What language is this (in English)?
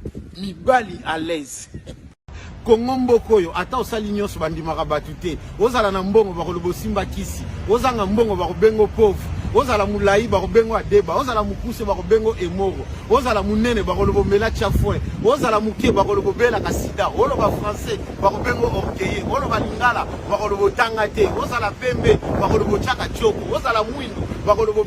Lingala